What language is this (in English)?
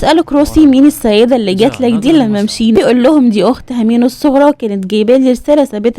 Egyptian Arabic